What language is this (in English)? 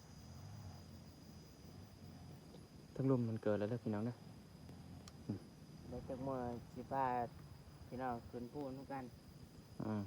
Lao